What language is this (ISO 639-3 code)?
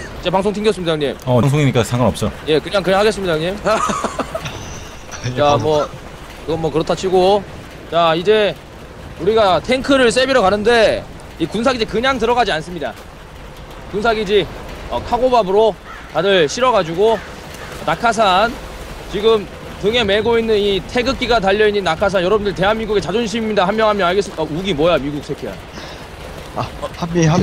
kor